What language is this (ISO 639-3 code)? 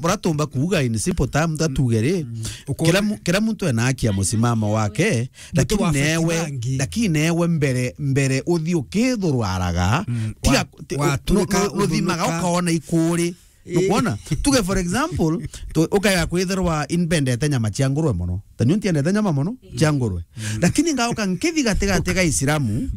mer